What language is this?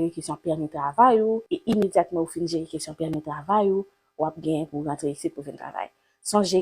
Haitian Creole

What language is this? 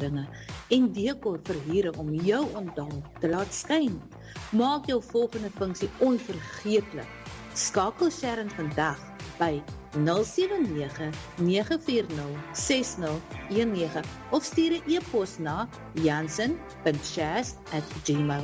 Afrikaans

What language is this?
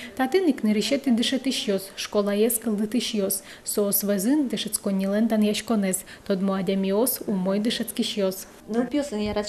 Udmurt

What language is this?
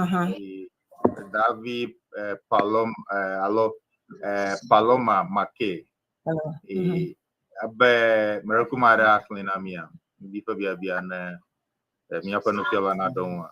Ewe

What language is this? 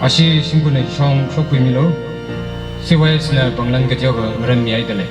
Tangkhul Naga (India)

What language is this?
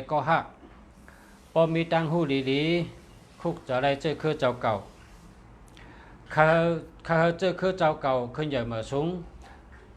Shan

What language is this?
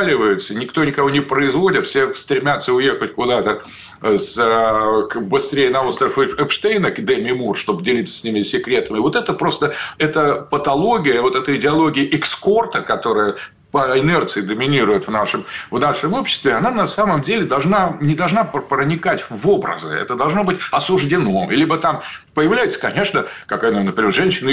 Russian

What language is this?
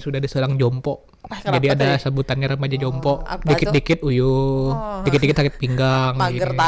Banjar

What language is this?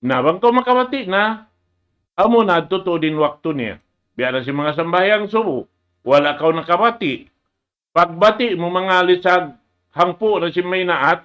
Tausug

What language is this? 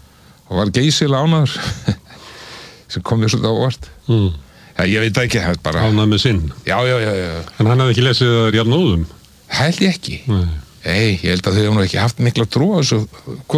Icelandic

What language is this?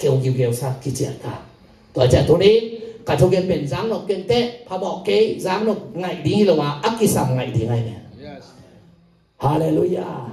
Tedim Chin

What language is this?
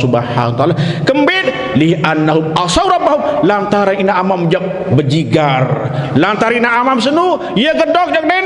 Sasak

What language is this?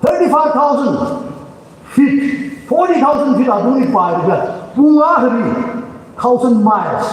Tangkhul Naga (India)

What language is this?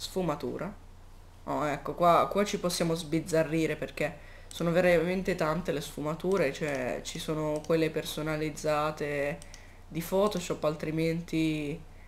Italian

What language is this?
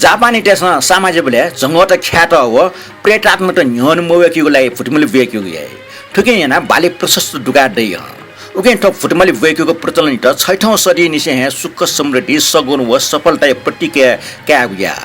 Newari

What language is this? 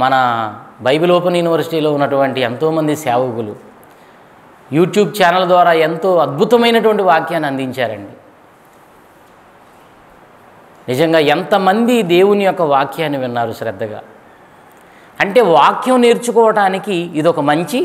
Telugu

